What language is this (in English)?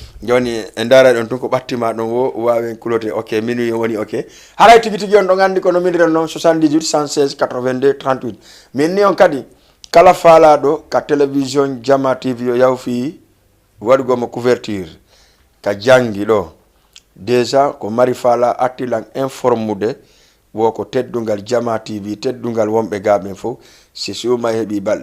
Fula